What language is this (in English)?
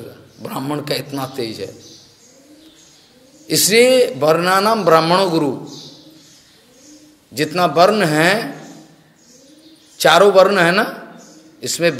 Hindi